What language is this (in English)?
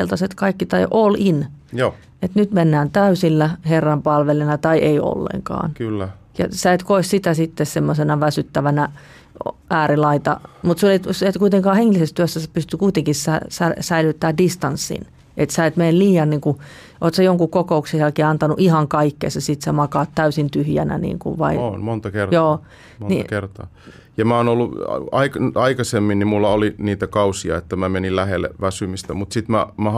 Finnish